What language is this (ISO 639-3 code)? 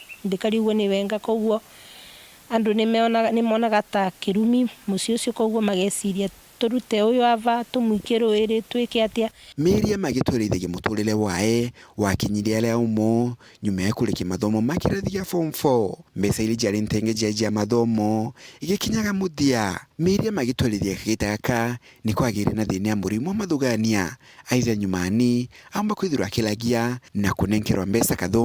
mer